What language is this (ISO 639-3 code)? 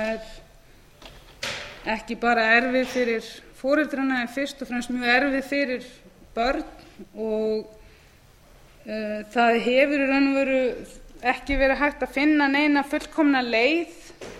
isl